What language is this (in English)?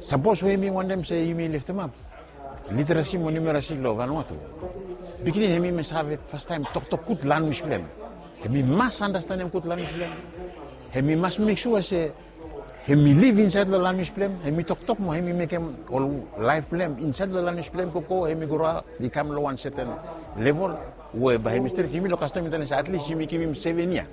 Bislama